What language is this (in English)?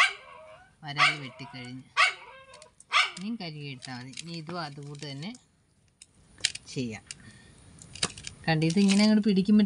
Malayalam